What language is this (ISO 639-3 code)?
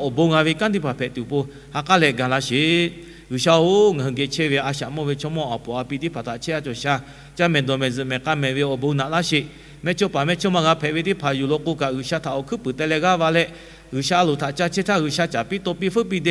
lhu